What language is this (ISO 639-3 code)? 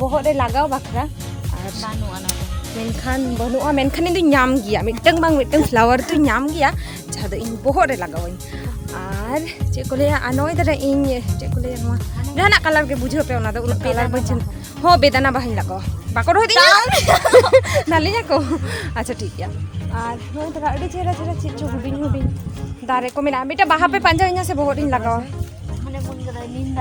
sat